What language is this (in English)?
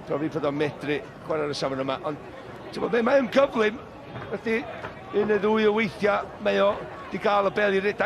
Welsh